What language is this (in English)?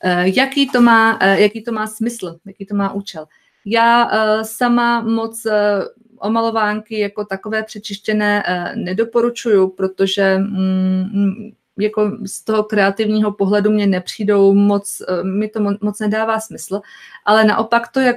Czech